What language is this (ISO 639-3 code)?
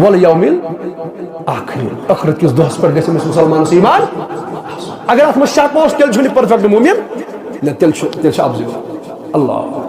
kas